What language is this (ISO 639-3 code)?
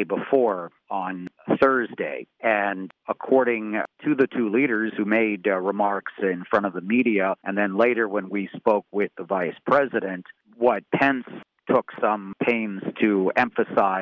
eng